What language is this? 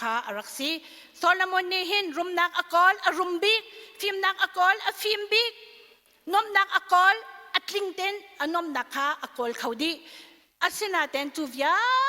Hakha Chin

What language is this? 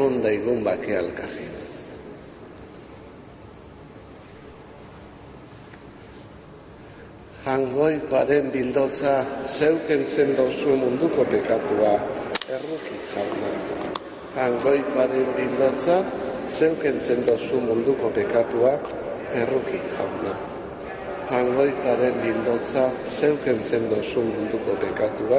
Basque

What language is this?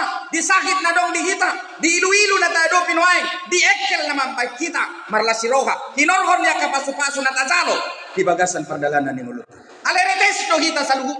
Batak Toba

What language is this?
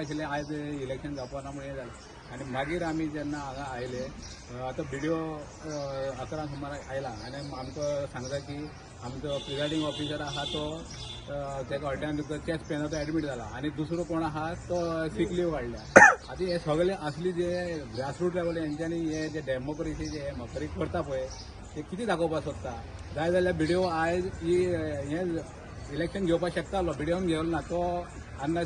Konkani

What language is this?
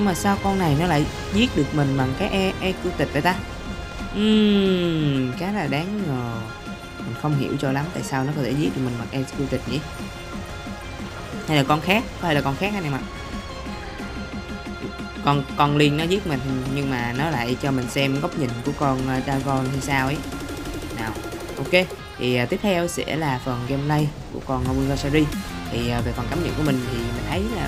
Vietnamese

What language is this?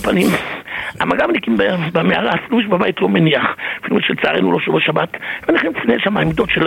Hebrew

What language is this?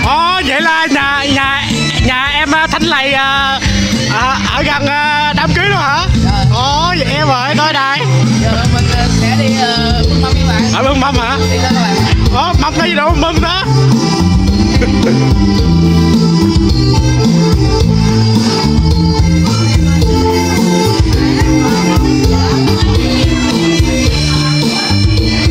Vietnamese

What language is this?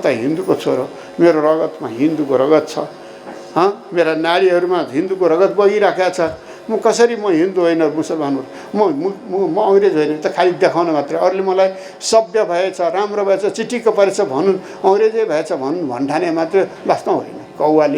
Nepali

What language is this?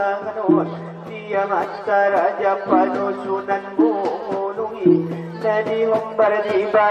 Batak Angkola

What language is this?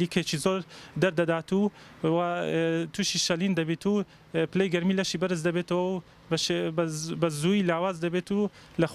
Central Kurdish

